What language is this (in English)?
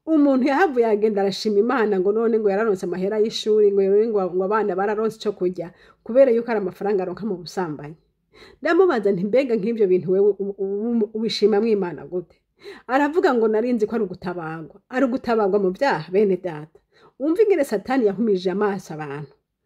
Rundi